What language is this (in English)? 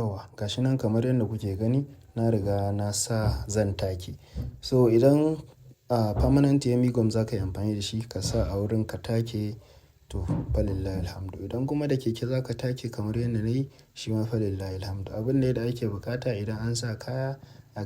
Hausa